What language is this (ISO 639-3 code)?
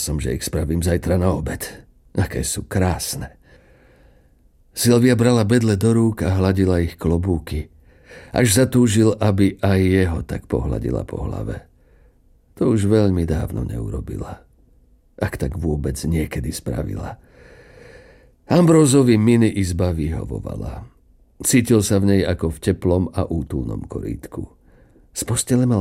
slk